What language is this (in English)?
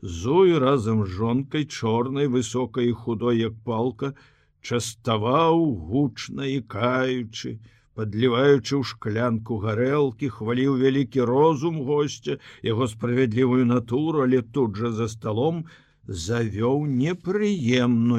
Belarusian